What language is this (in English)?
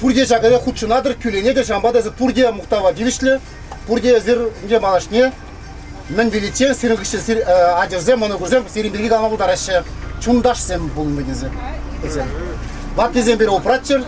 Chuvash